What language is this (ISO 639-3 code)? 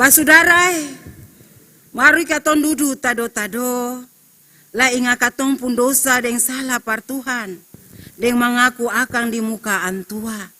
abs